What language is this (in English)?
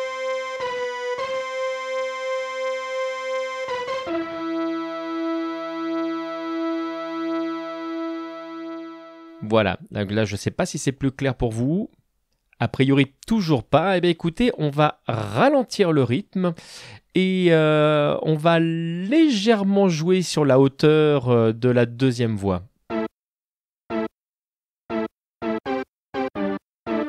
French